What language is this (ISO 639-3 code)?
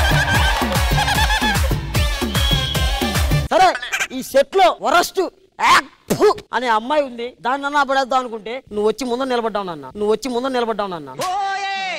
tel